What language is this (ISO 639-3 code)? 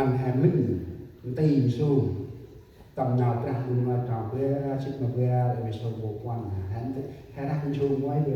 cmo